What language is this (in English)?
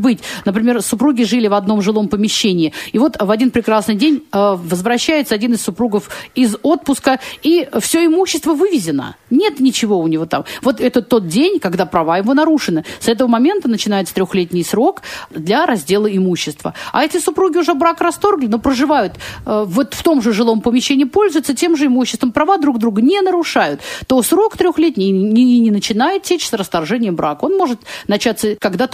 Russian